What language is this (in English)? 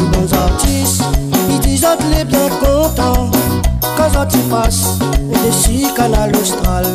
Réunion Creole French